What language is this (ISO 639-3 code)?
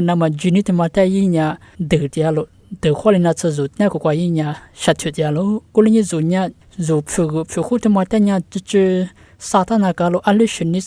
lis